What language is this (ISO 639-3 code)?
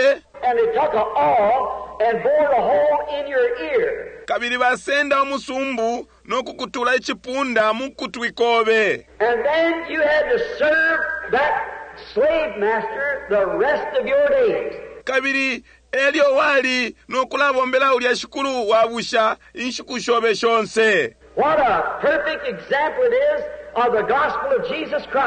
bem